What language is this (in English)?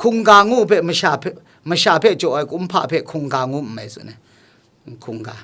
Kachin